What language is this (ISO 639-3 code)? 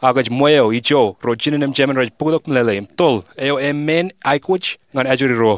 mah